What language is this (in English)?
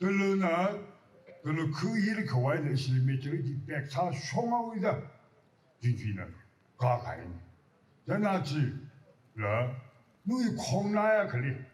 Tangkhul Naga (India)